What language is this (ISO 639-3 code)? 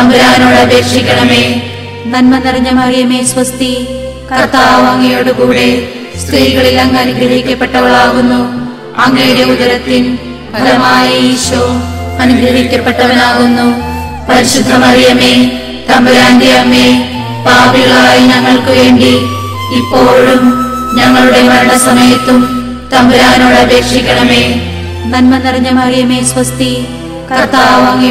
mal